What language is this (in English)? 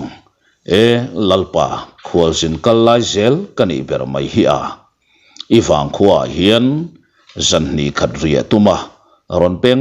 Mizo